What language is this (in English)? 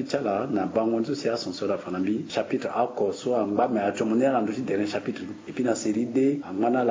Sango